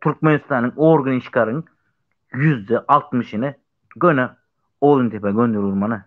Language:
Turkmen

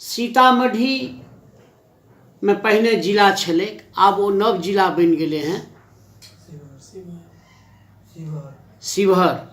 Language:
Maithili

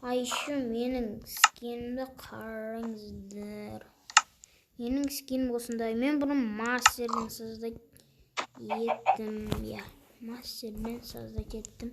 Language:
Kazakh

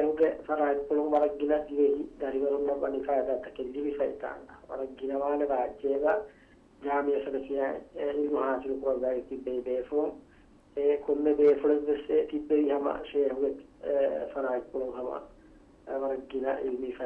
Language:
Divehi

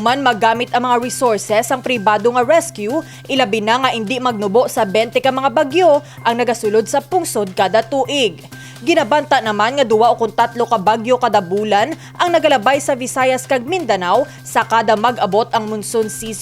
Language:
Hiligaynon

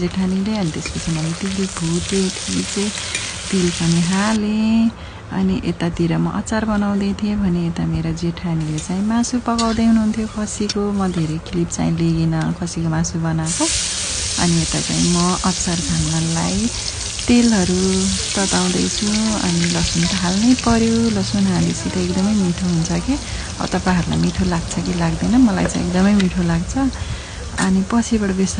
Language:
Nepali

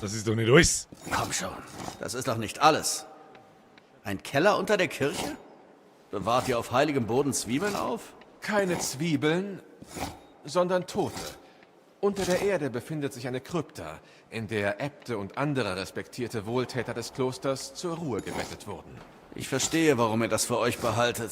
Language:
Bavarian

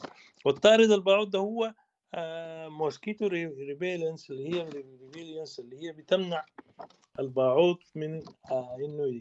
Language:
Sudanese Arabic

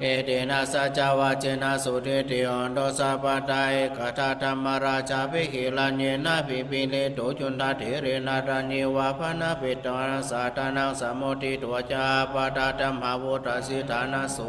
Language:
Pali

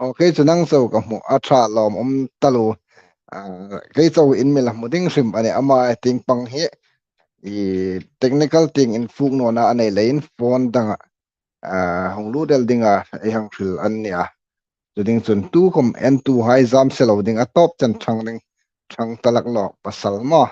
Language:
Hmar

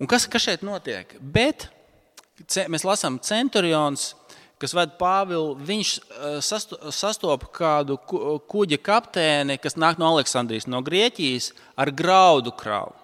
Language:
Latvian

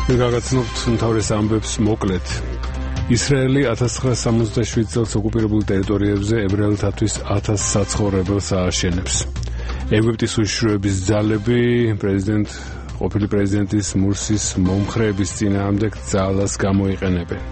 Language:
Georgian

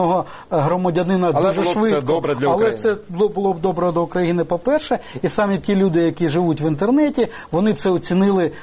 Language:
Ukrainian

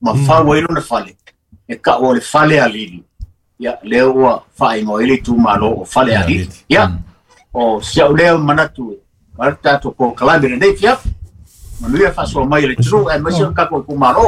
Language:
Samoan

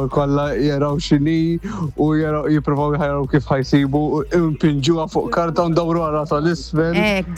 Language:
Maltese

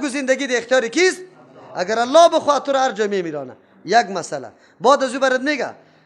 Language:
Persian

